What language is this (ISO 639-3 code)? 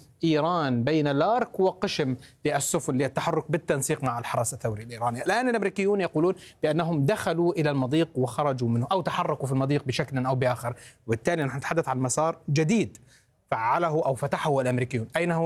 ara